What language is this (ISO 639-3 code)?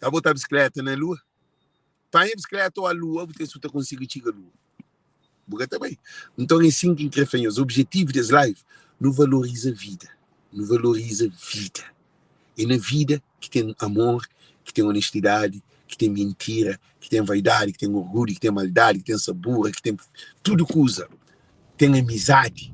kea